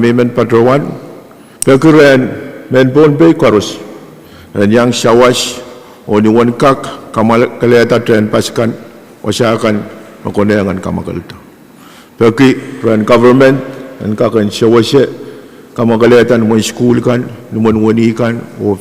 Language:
Pohnpeian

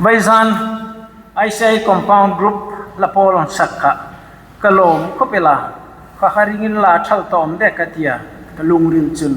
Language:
Hmar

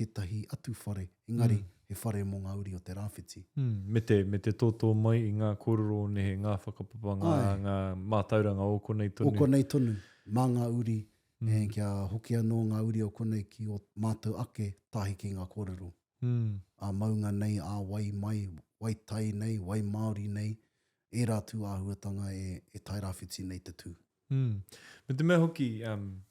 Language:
Māori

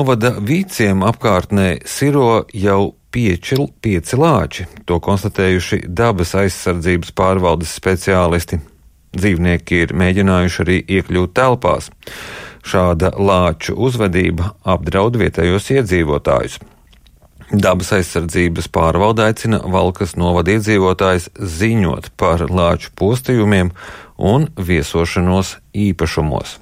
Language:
Latvian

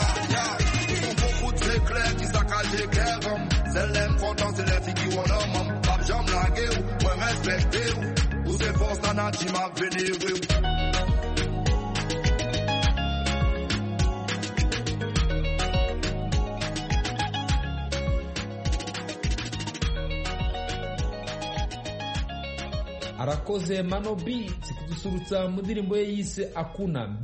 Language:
Kinyarwanda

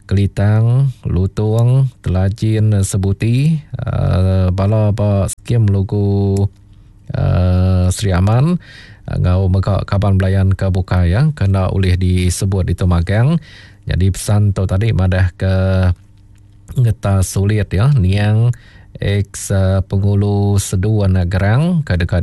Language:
Iban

